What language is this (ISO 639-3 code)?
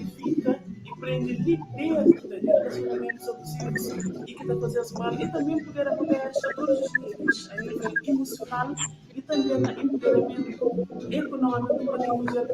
kea